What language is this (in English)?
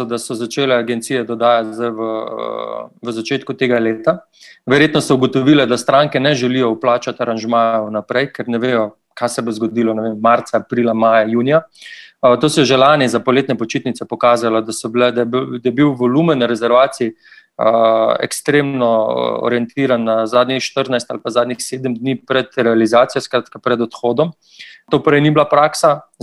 Slovenian